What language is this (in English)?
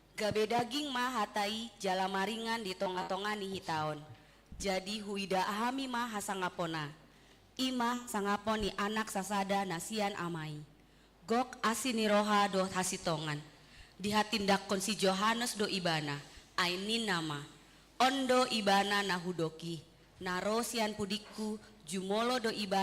Batak Toba